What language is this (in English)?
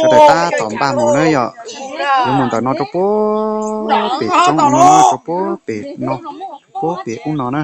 Hmong